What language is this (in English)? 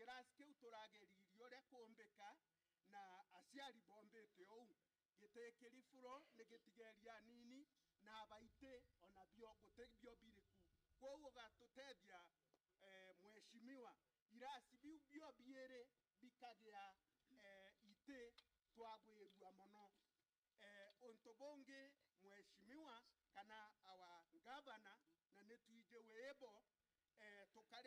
Meru